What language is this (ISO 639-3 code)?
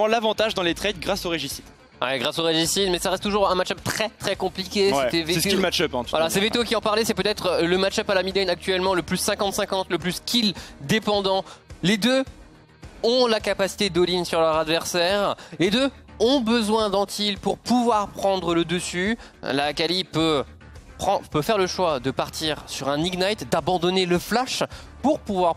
fra